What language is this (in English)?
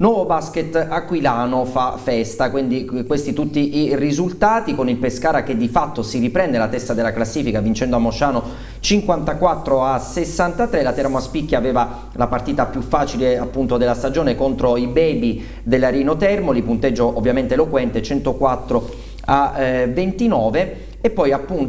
Italian